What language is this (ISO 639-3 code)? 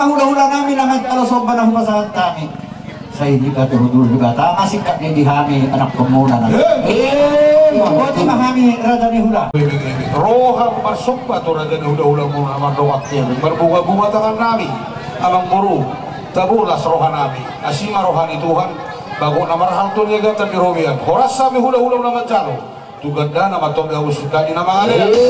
bbc